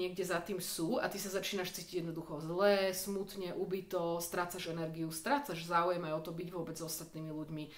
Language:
Slovak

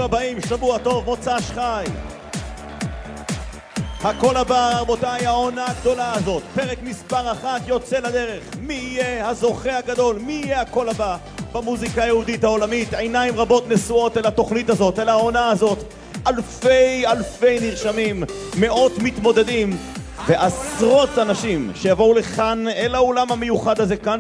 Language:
Hebrew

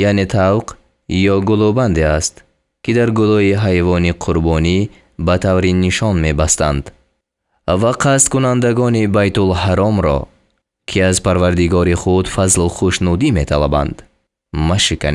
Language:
Tajik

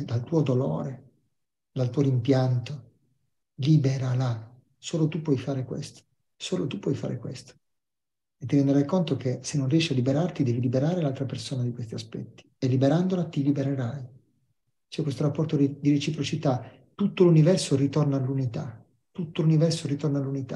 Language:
Italian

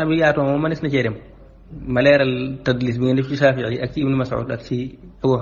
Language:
Wolof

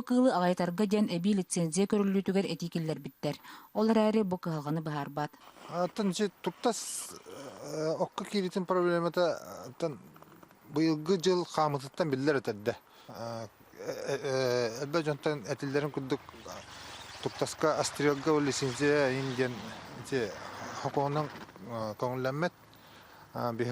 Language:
Yakut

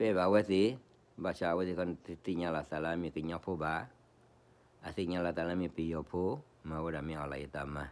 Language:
S'gaw Karen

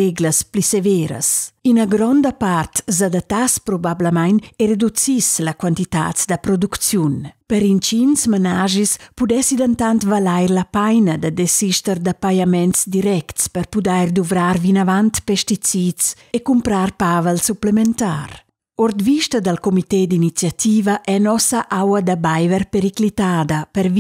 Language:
Romansh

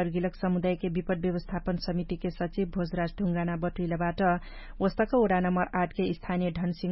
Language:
Dangaura Tharu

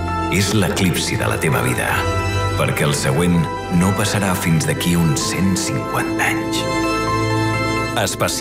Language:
Catalan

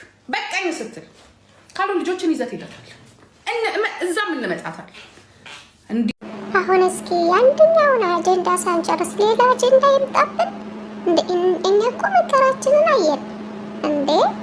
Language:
Amharic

